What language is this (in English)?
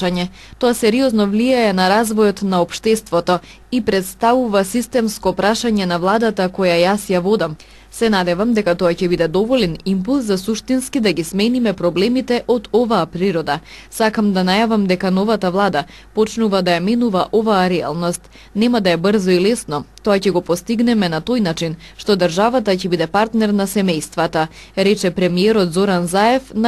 Macedonian